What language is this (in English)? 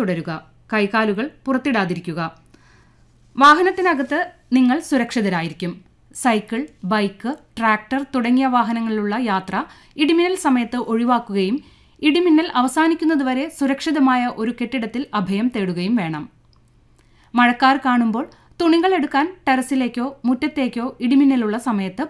Malayalam